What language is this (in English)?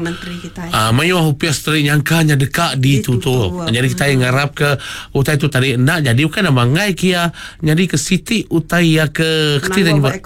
Iban